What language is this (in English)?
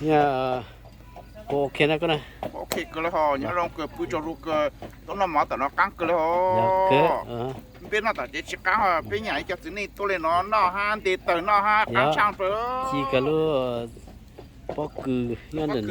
Hmong